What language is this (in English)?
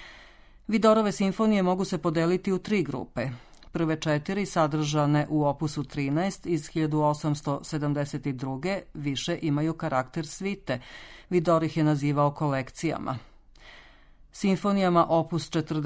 Serbian